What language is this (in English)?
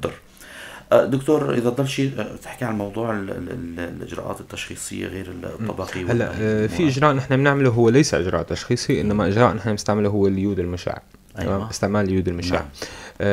North Levantine Arabic